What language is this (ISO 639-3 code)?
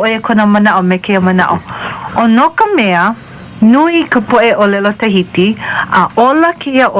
haw